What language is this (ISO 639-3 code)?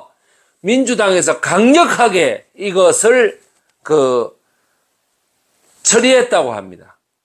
kor